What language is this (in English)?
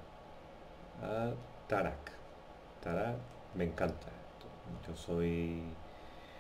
Spanish